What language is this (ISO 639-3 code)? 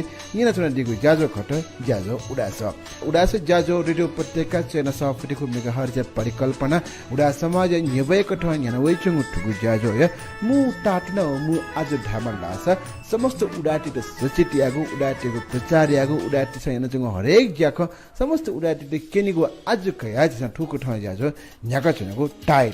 new